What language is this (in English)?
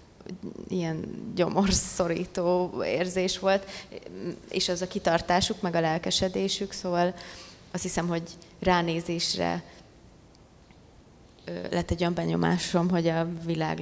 Hungarian